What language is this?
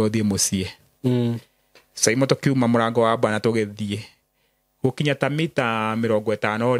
Kikuyu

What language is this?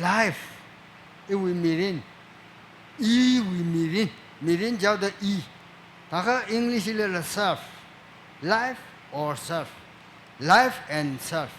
Tangkhul Naga (India)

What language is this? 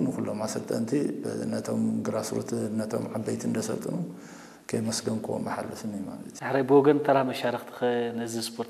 Tigrinya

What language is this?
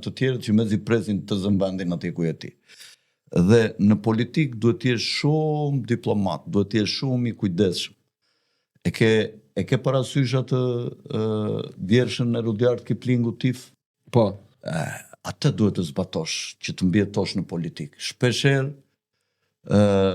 Albanian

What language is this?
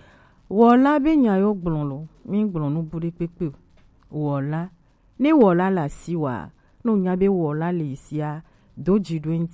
Gen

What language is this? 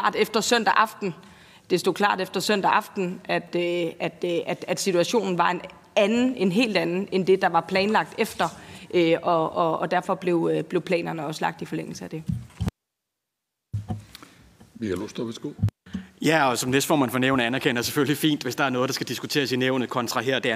Danish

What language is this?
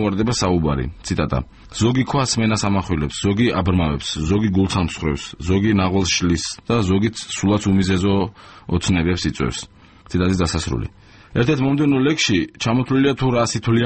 Georgian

